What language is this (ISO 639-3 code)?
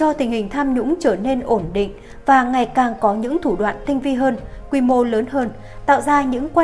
vie